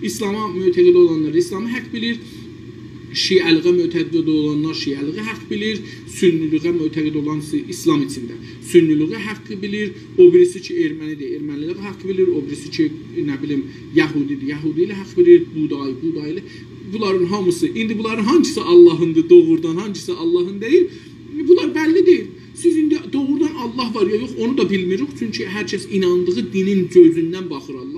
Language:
South Azerbaijani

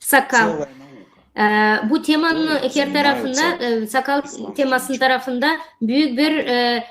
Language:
Gagauz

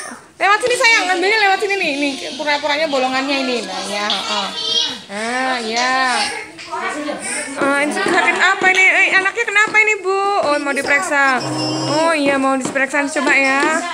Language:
Indonesian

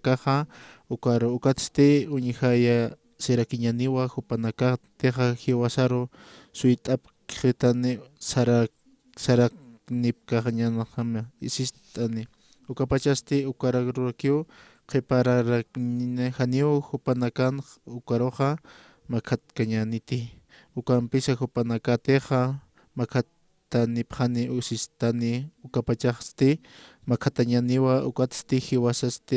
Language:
Aymara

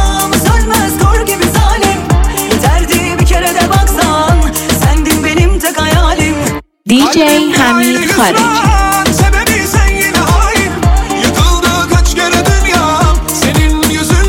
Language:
Persian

